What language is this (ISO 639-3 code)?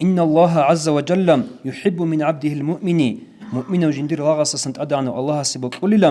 ava